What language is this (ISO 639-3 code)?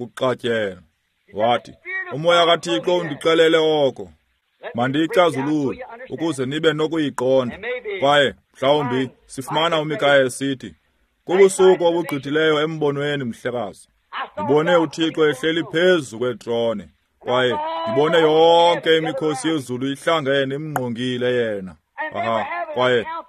xho